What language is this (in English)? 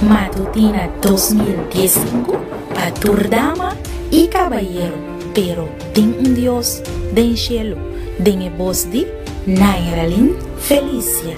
Papiamento